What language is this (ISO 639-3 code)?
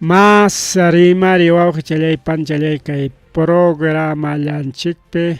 quy